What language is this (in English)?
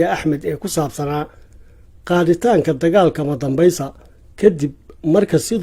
Somali